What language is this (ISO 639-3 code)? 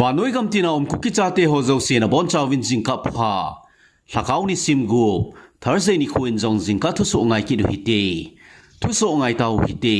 tcz